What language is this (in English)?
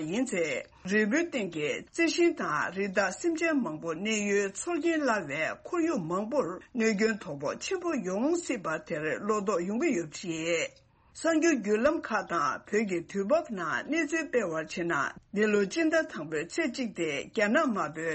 Tibetan